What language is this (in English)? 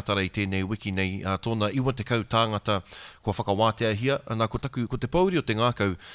Māori